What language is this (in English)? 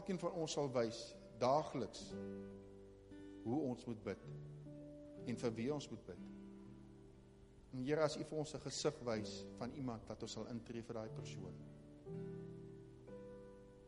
Afrikaans